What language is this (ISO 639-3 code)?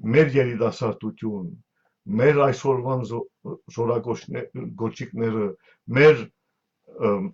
hyw